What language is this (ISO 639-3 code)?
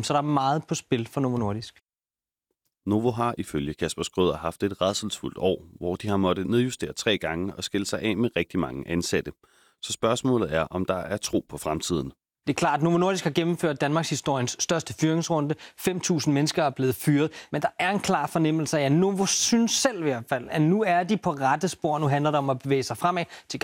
dan